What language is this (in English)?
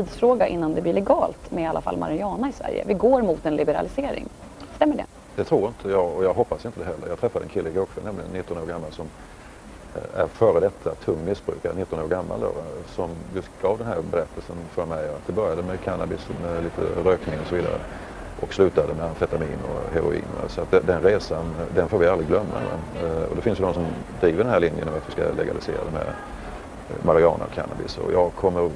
Swedish